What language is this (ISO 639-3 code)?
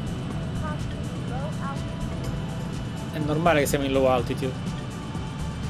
ita